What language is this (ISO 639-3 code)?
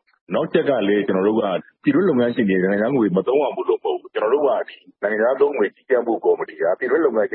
mya